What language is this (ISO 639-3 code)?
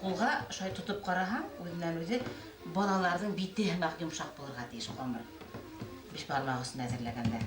bak